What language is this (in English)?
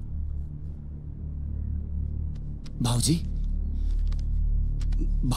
Bhojpuri